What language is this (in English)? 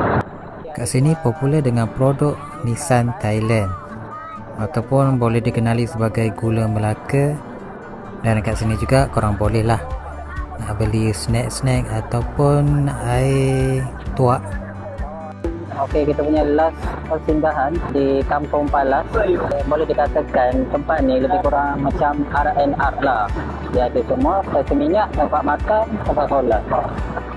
Malay